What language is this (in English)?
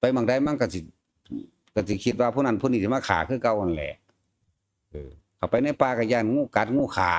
Northeastern Thai